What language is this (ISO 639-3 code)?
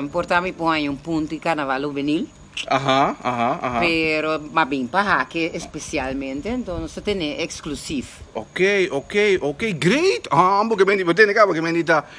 pap